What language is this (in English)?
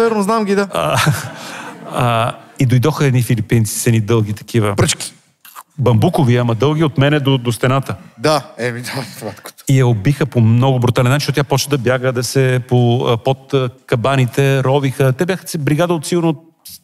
Bulgarian